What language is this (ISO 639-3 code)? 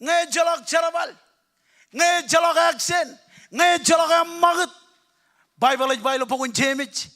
mah